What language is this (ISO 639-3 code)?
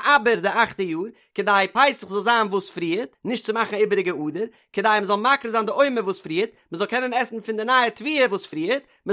yid